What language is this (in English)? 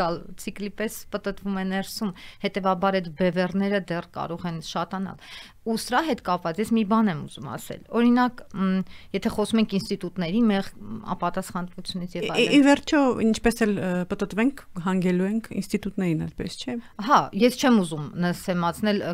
Armenian